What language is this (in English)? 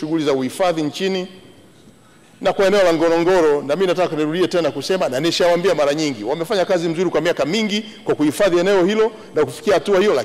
Swahili